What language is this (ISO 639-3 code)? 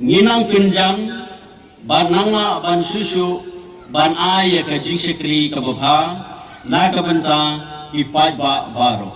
kha